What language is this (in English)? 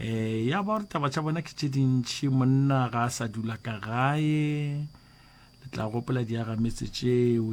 Northern Sotho